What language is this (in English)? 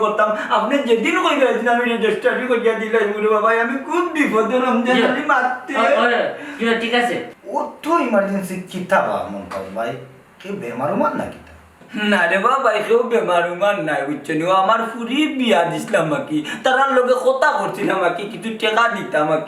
Sylheti